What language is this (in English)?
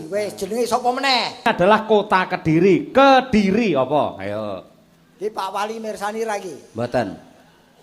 Javanese